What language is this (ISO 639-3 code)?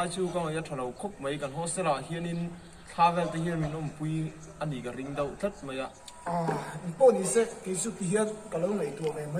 lus